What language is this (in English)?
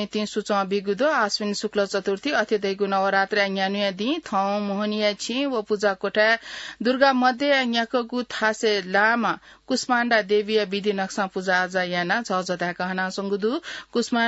Newari